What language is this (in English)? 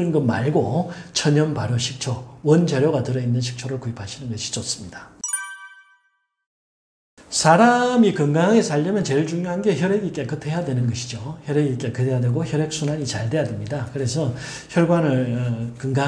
Korean